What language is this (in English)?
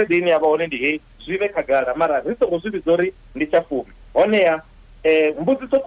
Venda